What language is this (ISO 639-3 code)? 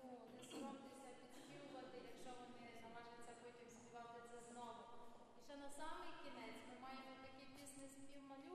ukr